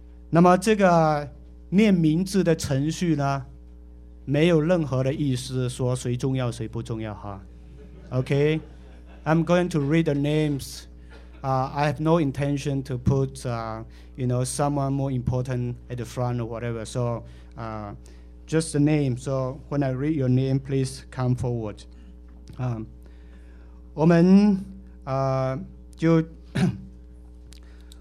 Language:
Chinese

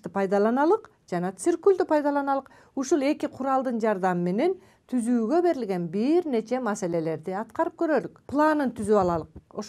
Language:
Kyrgyz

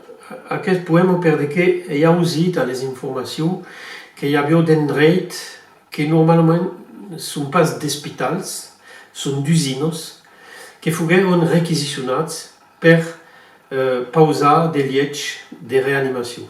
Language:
Occitan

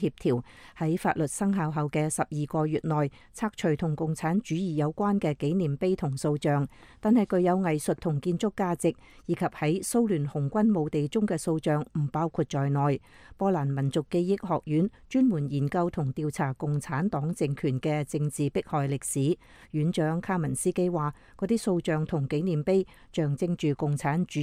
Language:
Cantonese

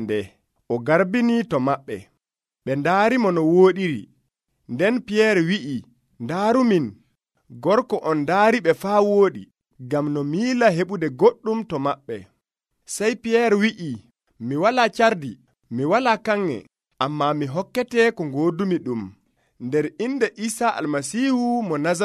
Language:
Nigerian Fulfulde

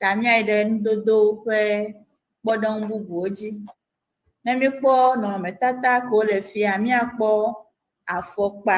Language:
Ewe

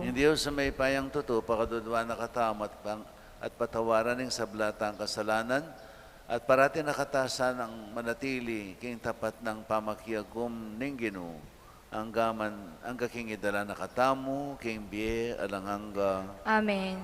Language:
Pampanga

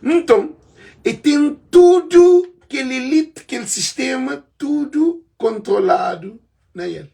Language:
Kabuverdianu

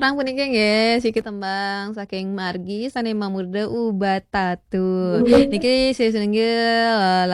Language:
Balinese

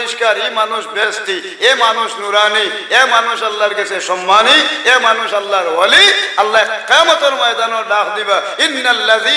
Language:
Sylheti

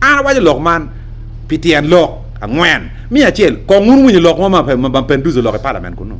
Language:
Acoli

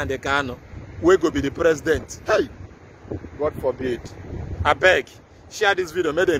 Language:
Nigerian Pidgin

